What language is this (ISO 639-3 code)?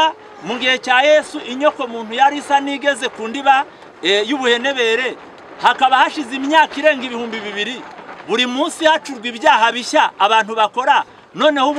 kin